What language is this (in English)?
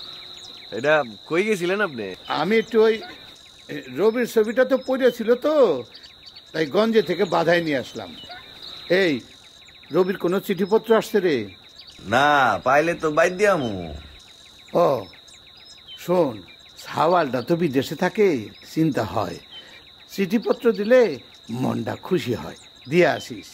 Bangla